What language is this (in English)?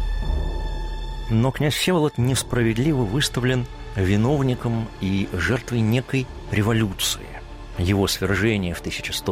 Russian